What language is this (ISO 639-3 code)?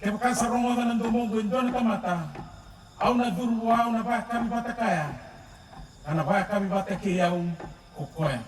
fij